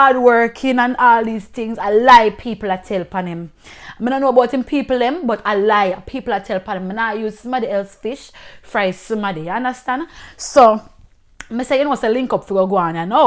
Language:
Jamaican Creole English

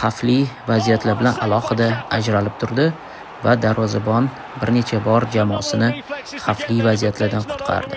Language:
Uzbek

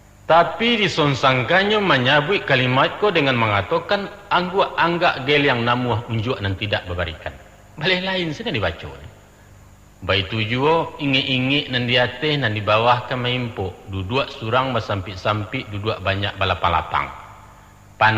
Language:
Minangkabau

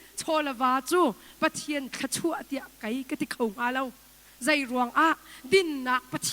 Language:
Hakha Chin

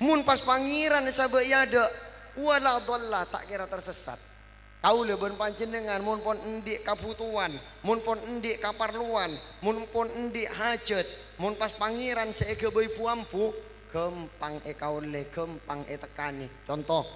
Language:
Madurese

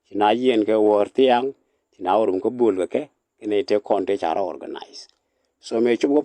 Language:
Nuer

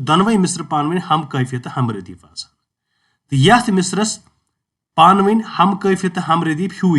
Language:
Kashmiri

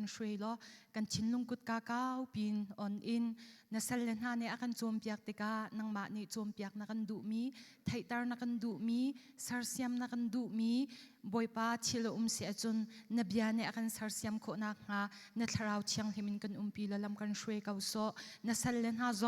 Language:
Hakha Chin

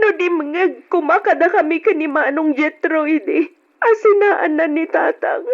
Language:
Iloko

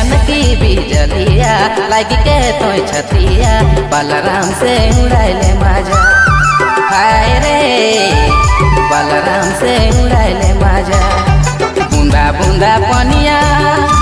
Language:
Bhojpuri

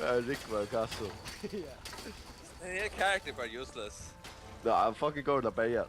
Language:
Faroese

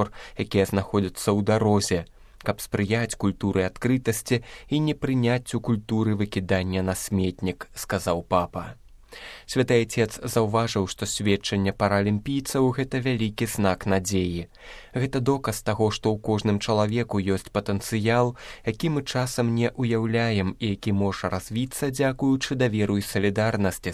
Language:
Belarusian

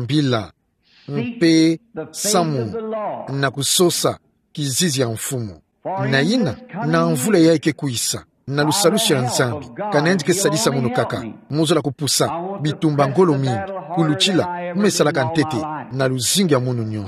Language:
Kituba (Democratic Republic of Congo)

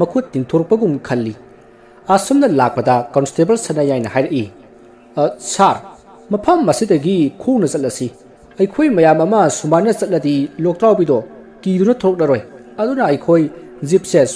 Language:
Manipuri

